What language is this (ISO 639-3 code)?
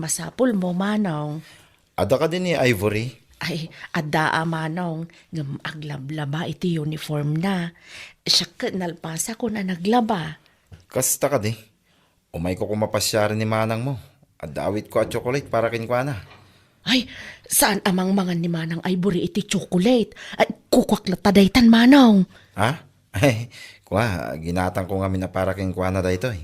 ilo